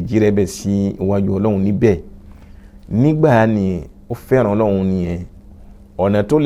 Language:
Yoruba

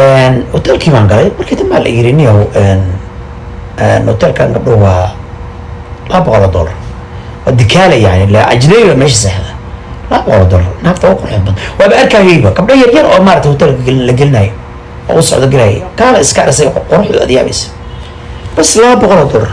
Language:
Somali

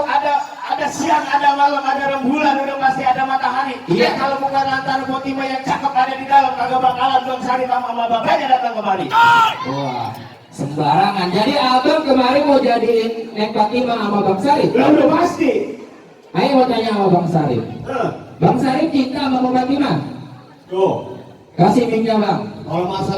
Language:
Betawi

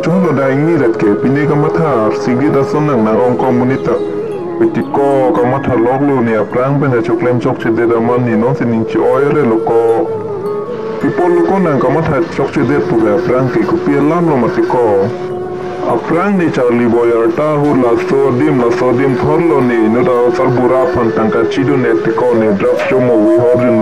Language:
Karbi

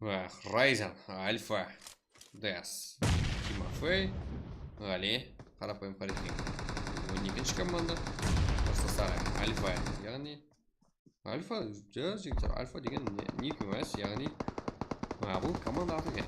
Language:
Kara-Kalpak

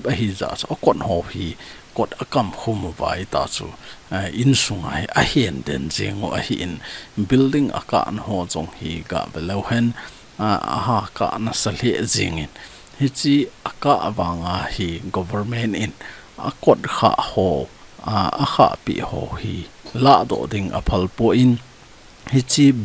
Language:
Thado Chin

